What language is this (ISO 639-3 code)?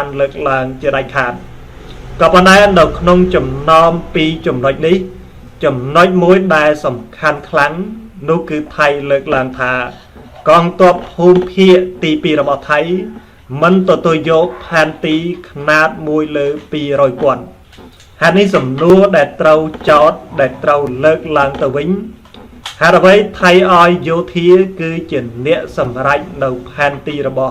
khm